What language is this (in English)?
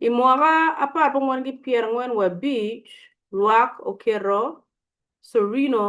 Acoli